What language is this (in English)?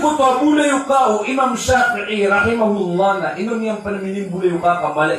Maranao